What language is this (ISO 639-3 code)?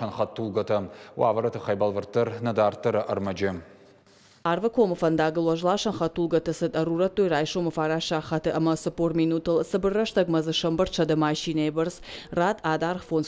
oss